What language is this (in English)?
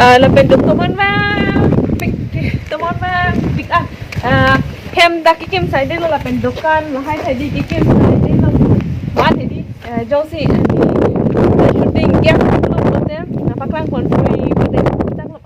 Karbi